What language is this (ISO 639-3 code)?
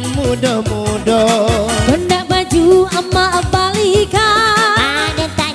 min